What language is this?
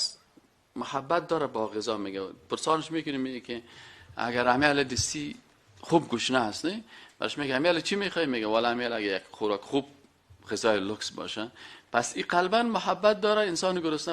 Persian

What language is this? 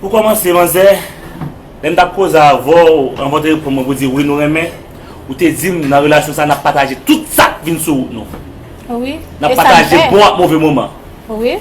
Haitian Creole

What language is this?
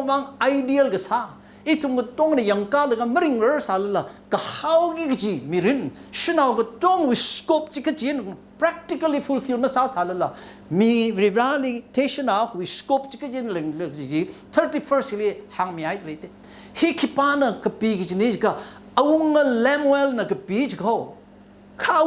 Tangkhul Naga (India)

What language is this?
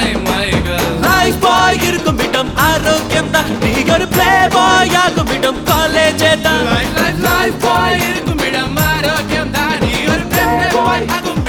Tamil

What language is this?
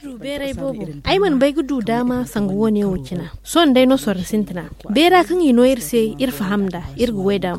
Zarma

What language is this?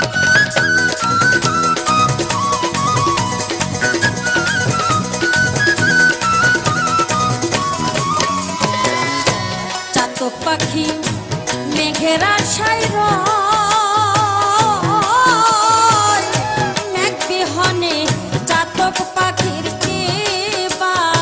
Bangla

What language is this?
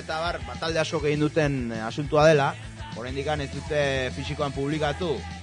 Basque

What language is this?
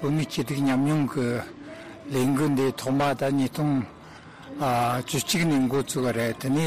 Tibetan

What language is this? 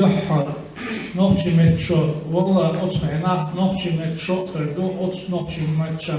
Chechen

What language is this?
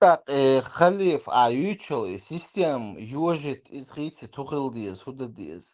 Chechen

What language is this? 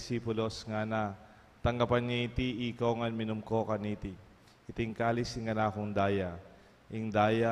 Pampanga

